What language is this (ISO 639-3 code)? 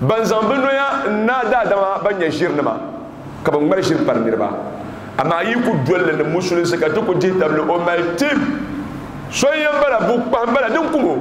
dag